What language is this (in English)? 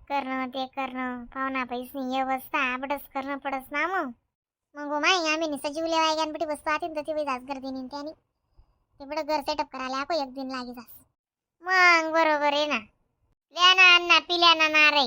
Khandesi